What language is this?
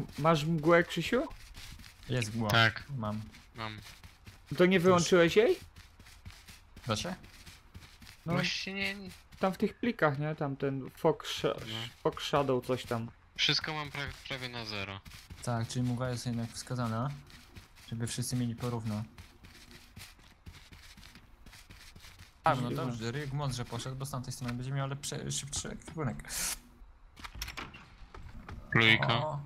Polish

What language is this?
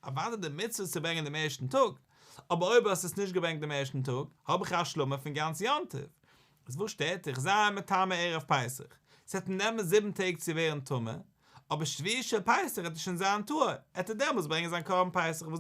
Yiddish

